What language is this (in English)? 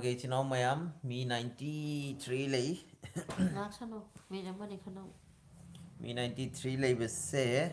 Manipuri